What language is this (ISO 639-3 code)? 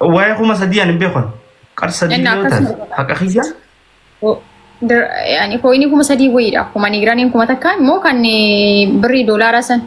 orm